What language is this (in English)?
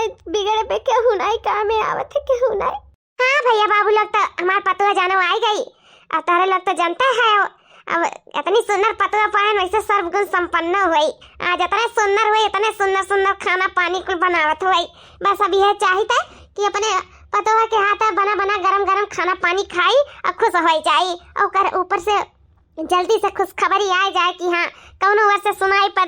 Awadhi